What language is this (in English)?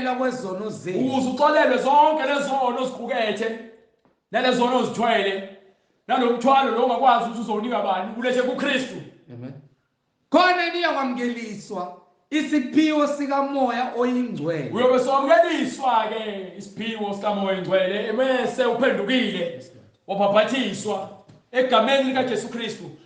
Zulu